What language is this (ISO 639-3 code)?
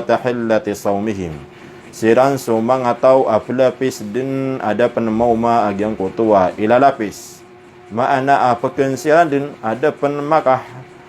mrw